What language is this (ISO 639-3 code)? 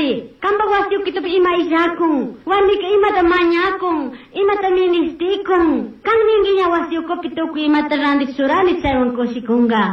qug